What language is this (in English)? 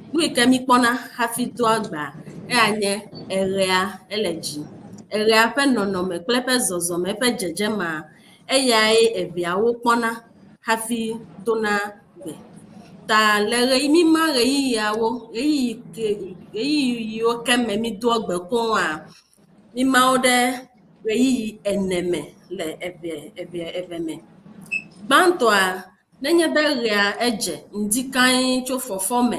Ewe